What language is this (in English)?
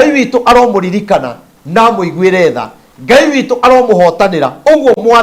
Kikuyu